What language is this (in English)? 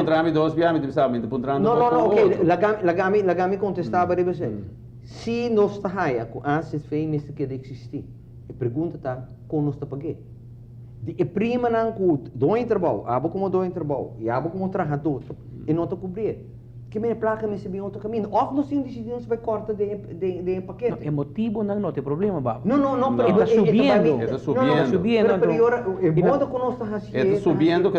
Papiamento